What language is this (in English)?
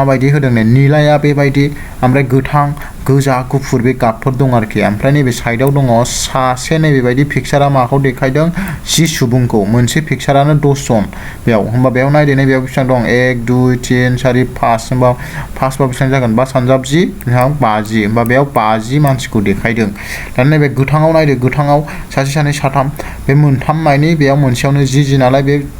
Bodo